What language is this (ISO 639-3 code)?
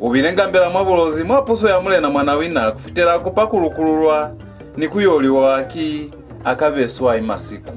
loz